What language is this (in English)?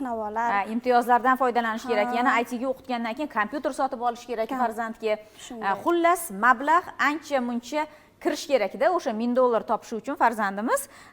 Uzbek